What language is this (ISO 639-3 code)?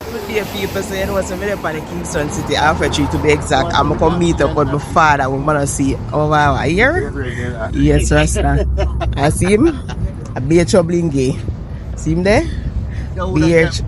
jam